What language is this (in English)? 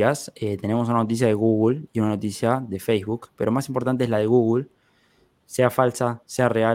Spanish